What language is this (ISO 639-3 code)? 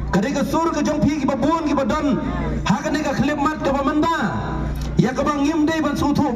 kha